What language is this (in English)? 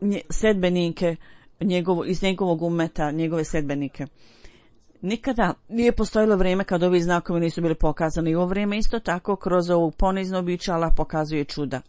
Bosnian